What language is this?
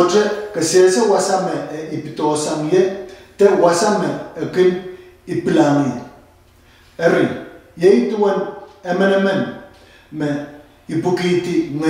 Pohnpeian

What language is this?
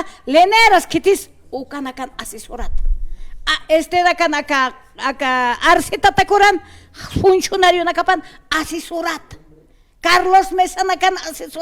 Aymara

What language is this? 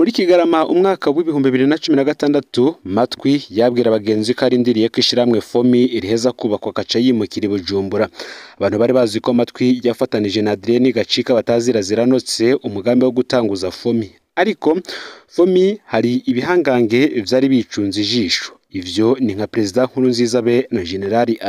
Rundi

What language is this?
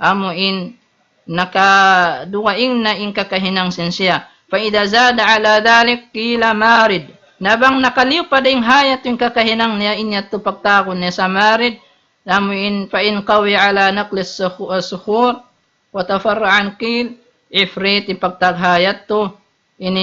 Tausug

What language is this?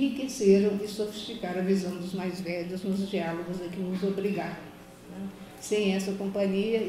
Portuguese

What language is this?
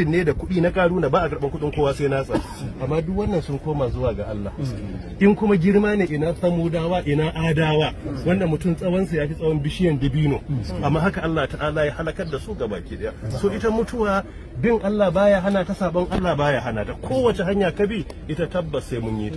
Hausa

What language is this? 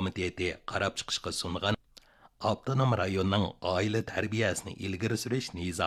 Uyghur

